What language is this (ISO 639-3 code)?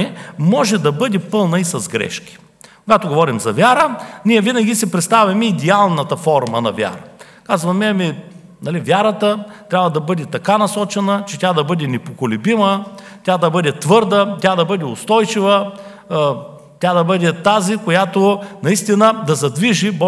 bul